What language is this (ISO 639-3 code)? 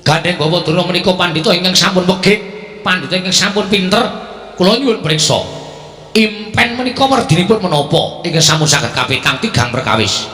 jav